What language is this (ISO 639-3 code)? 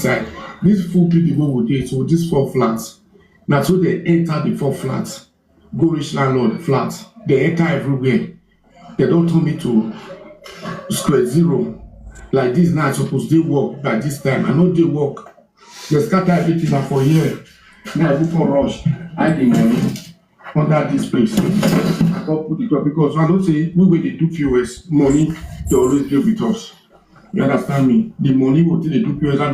pcm